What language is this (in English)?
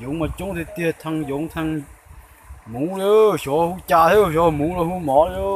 Hmong